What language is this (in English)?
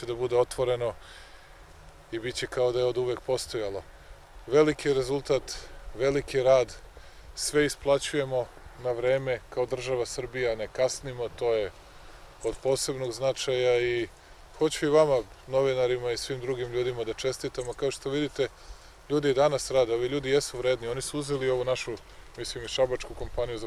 Serbian